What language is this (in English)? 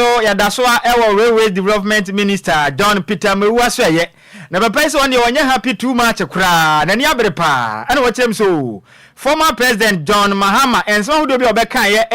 Akan